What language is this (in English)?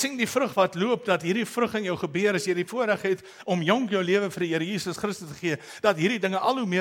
Afrikaans